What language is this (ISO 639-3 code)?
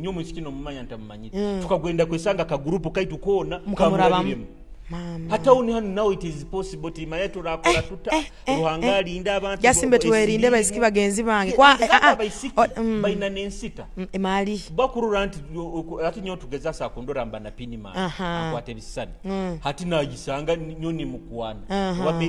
nyo